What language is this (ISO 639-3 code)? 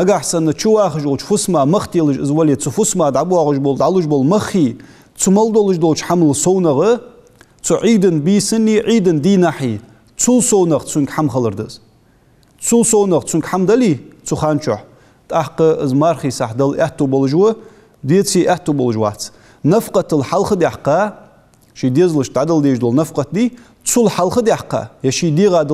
inh